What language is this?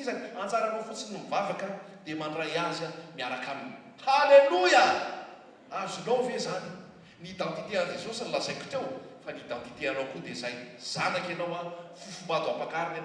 Malagasy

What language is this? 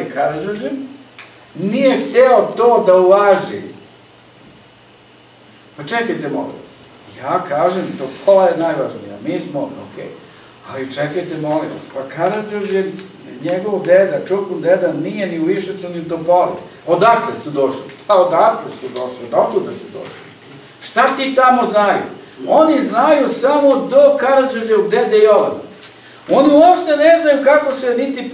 Serbian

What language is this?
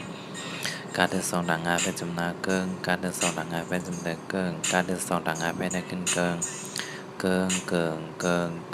Shan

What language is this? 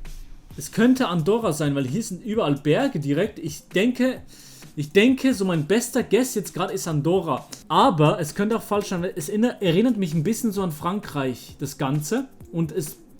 Swiss German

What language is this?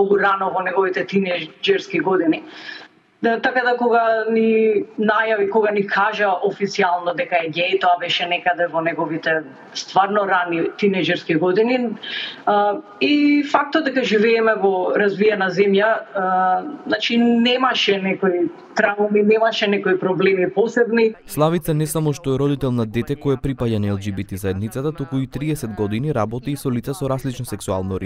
Macedonian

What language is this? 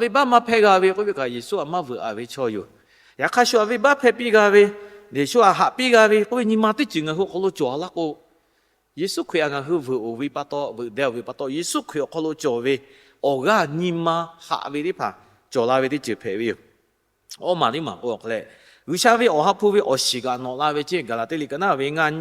Lahu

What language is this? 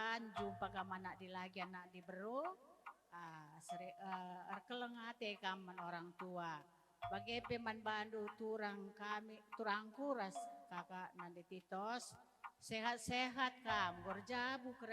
Batak Karo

